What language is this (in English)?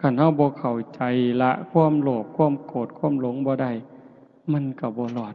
Northeastern Thai